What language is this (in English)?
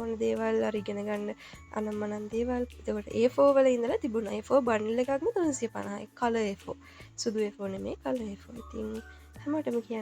Sinhala